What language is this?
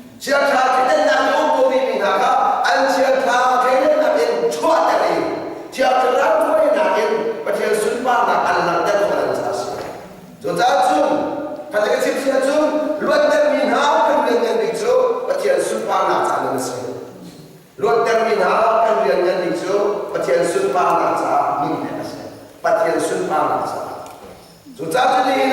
Hakha Chin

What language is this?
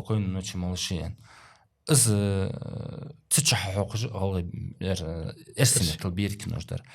Ingush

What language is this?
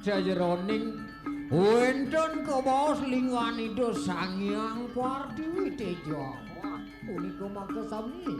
Balinese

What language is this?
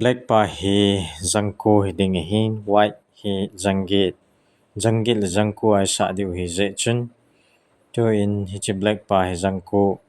Thado Chin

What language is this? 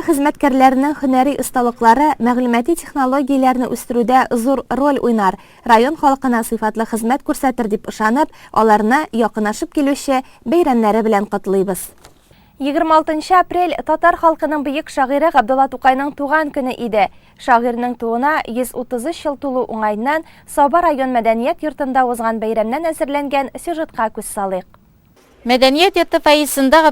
Tatar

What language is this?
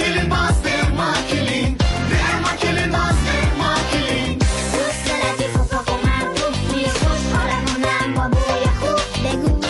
Persian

